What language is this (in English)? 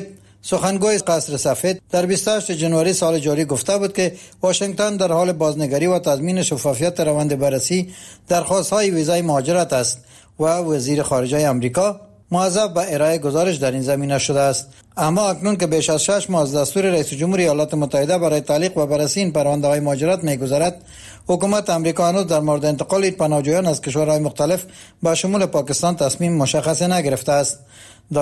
Persian